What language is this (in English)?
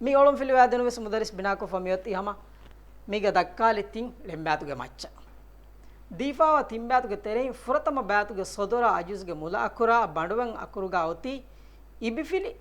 Divehi